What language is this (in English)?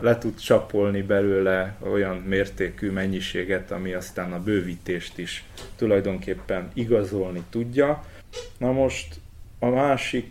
Hungarian